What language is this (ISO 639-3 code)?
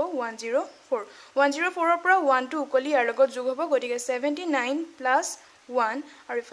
asm